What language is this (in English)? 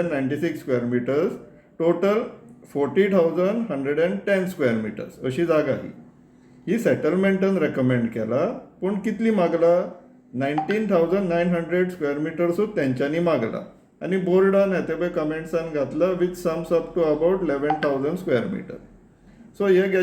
Konkani